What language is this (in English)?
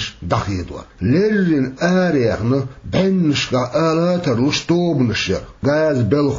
Chechen